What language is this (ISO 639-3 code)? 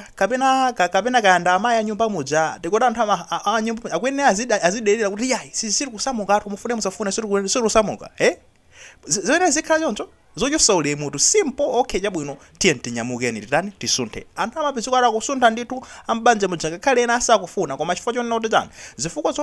nya